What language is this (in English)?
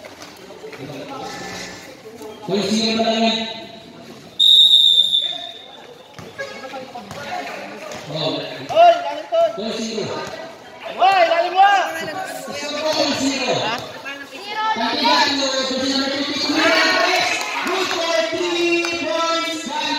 Filipino